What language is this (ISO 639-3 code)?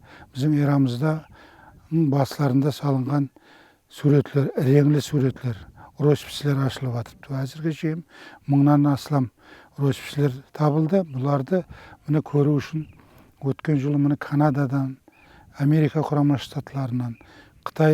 kaa